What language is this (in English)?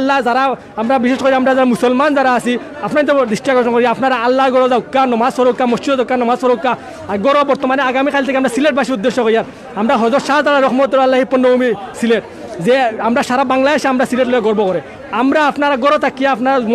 Sylheti